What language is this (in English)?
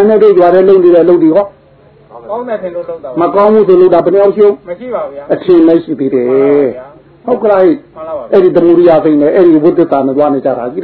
Burmese